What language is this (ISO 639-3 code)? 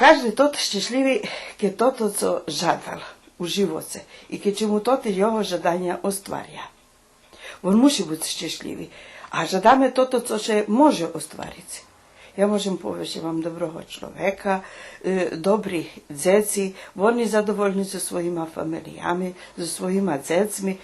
rue